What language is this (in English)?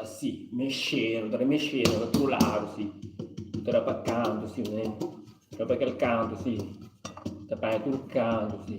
Kabuverdianu